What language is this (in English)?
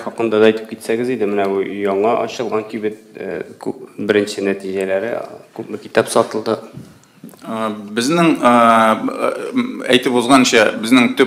Tatar